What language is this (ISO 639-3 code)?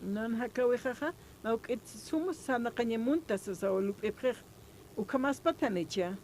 aym